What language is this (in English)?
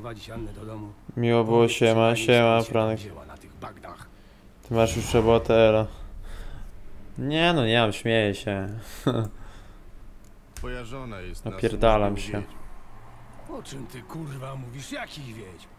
Polish